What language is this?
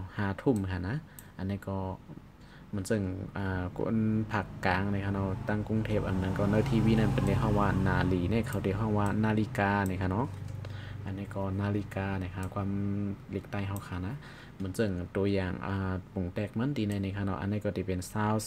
Shan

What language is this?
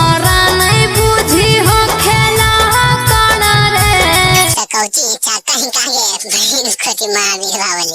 Magahi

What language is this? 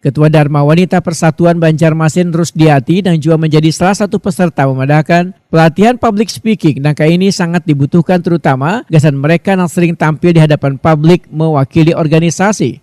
Banjar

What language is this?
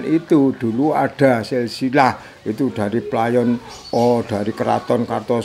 Indonesian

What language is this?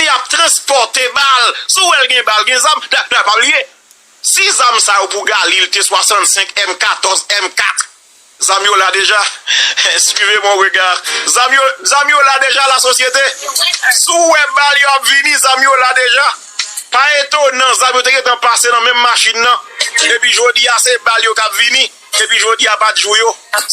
Haitian Creole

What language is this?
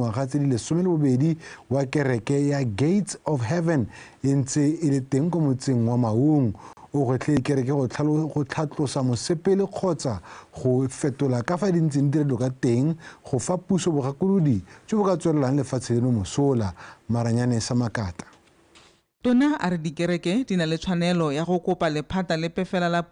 Tswana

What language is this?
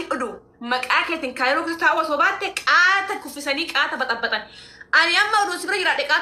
Oromo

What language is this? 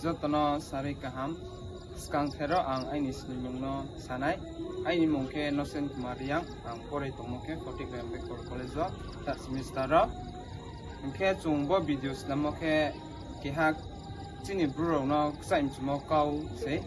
Riang (India)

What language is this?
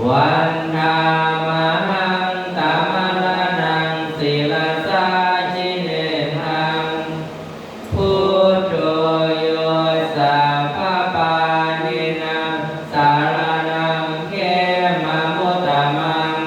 Pali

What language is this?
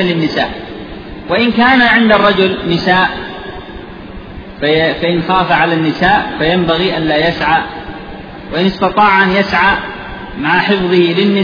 Arabic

